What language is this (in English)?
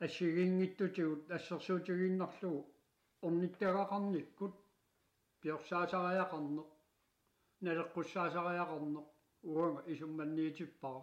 Kalaallisut